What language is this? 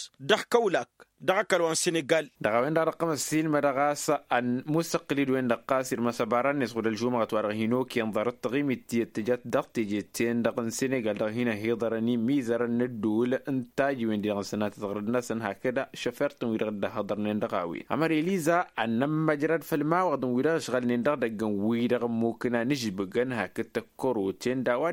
Tamasheq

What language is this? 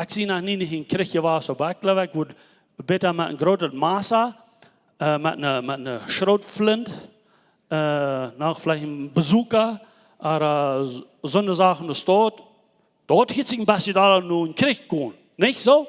Plautdietsch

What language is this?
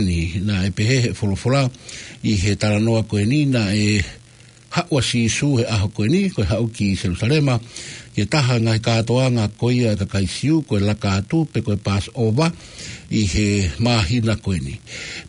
Tongan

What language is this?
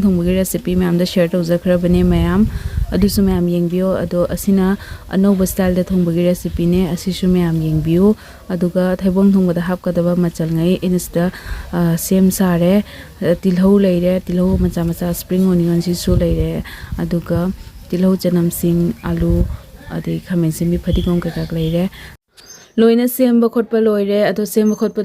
Manipuri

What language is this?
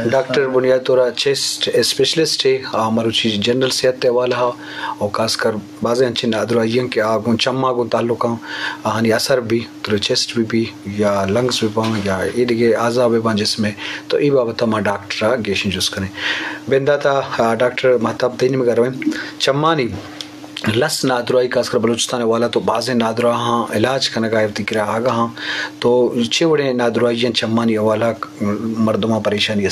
Eastern Balochi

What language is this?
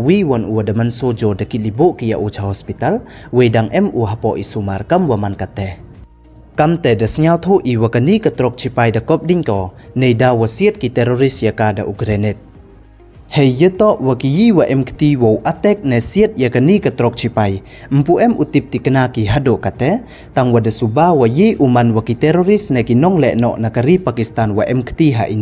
Pnar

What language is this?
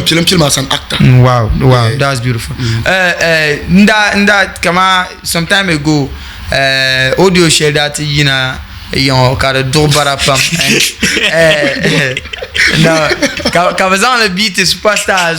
Dagbani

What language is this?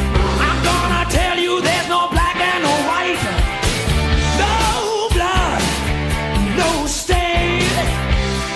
English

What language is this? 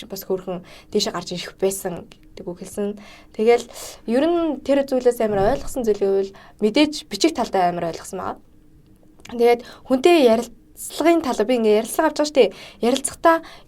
Mongolian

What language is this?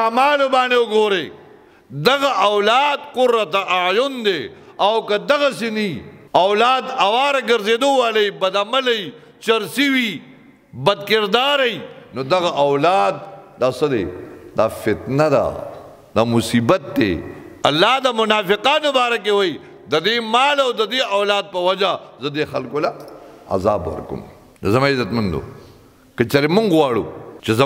Pashto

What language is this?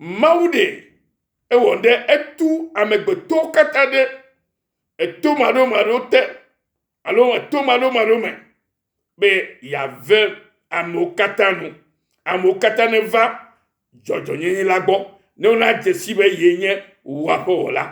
Ewe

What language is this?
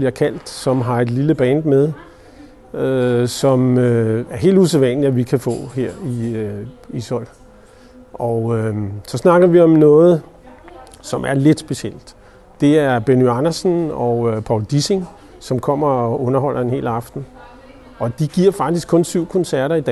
Danish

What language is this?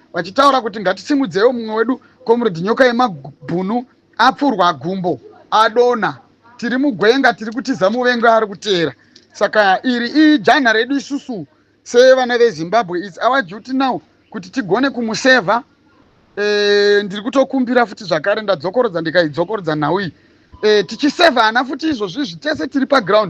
Shona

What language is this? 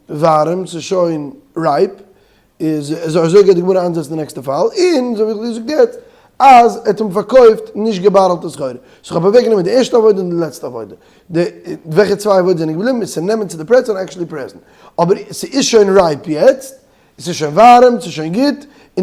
Yiddish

